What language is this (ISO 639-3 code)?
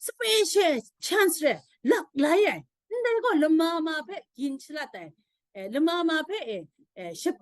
kac